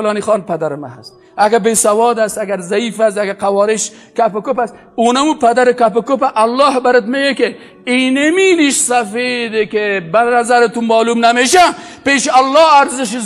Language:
Persian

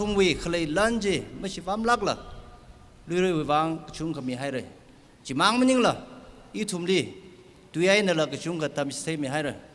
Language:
Tangkhul Naga (India)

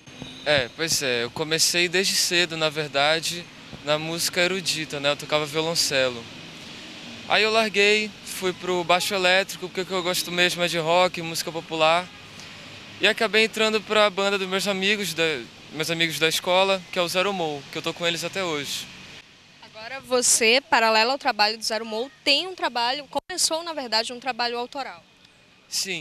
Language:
Portuguese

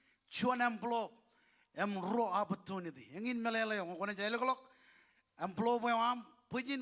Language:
Marshallese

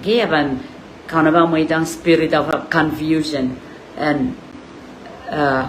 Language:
Pohnpeian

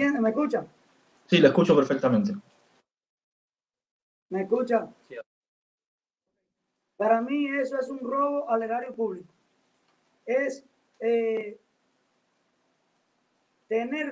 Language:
Spanish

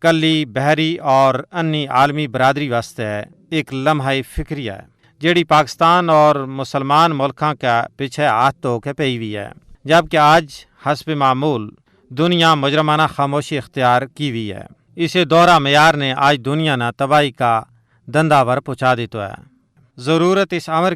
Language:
Gujari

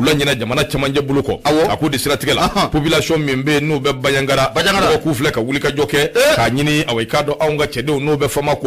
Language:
Bambara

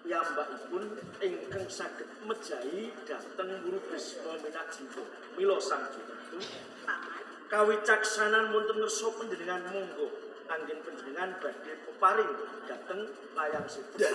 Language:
Javanese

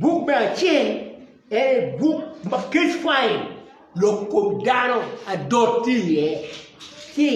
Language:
Acoli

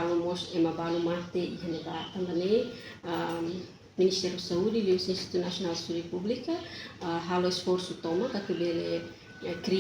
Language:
Tetum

